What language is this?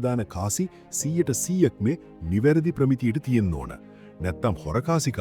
Sinhala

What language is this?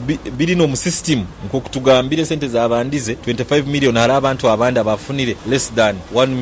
Nyoro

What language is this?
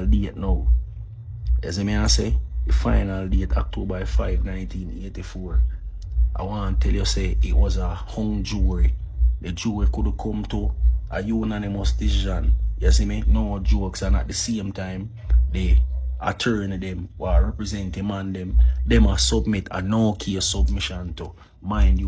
Jamaican Creole English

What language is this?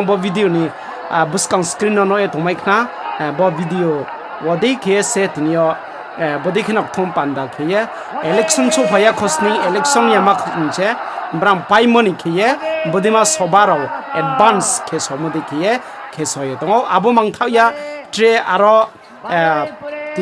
Riang (India)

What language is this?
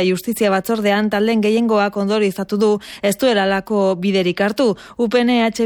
Basque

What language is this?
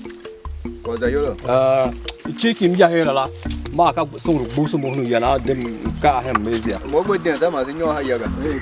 Tiv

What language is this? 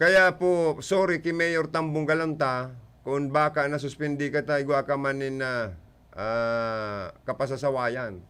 Bikol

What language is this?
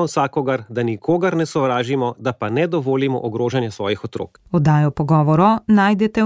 Slovenian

